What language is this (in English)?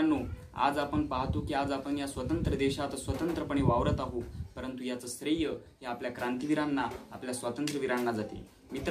Marathi